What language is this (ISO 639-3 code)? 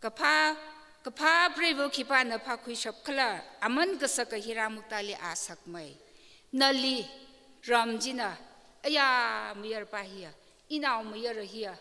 nmf